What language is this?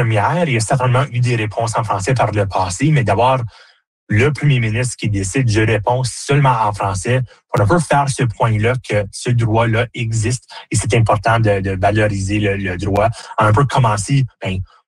French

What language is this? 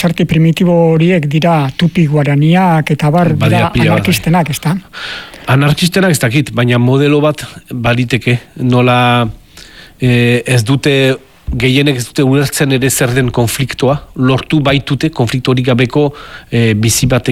Basque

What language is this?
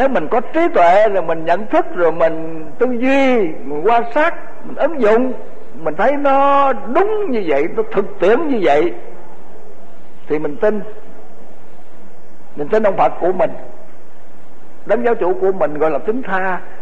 Vietnamese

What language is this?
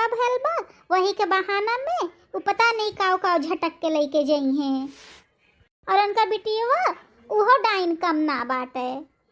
Bhojpuri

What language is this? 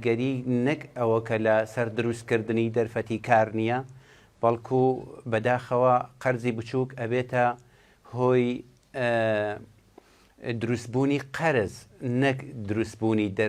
Central Kurdish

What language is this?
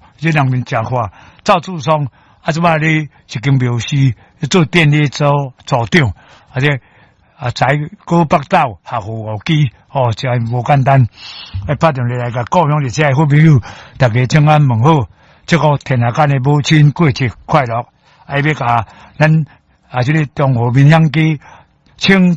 Min Nan Chinese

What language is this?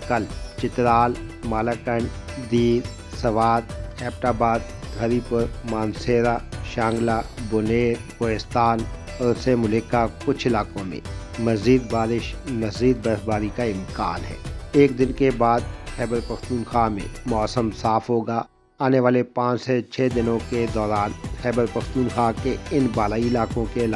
Urdu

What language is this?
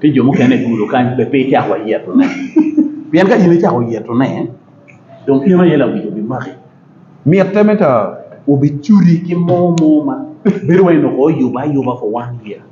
Acoli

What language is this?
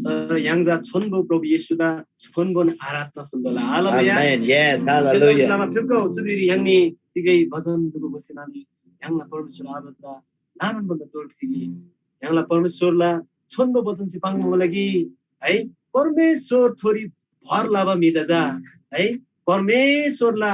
Eastern Tamang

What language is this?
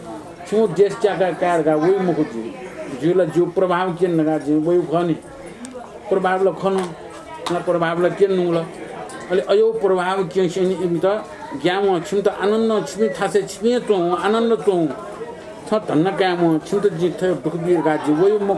Newari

